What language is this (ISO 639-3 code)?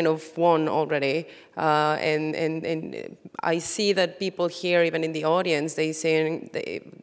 eng